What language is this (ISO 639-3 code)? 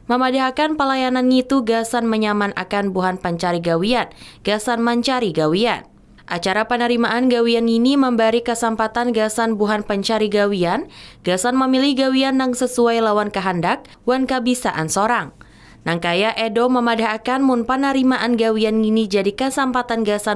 bjn